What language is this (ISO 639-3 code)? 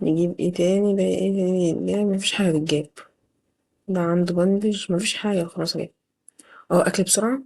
arz